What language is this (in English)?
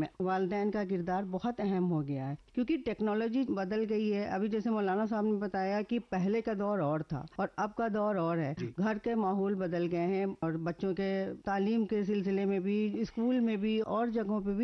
Urdu